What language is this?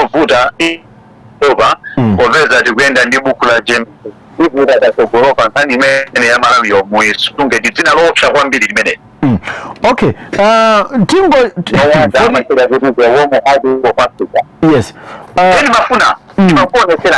Nyanja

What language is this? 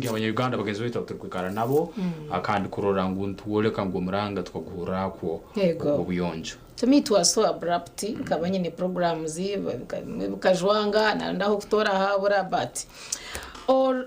Nyankole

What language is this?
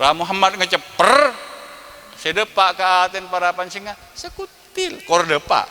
Madurese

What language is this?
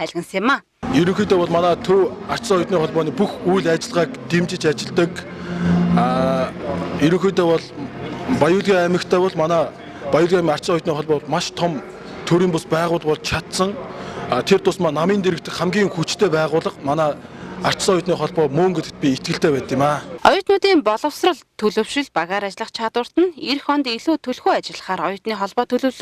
Mongolian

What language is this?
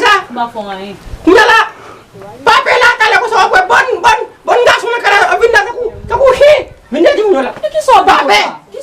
Haitian Creole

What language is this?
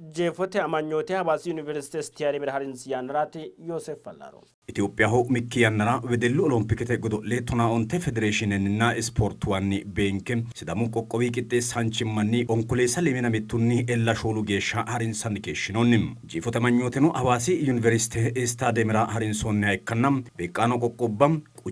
Sidamo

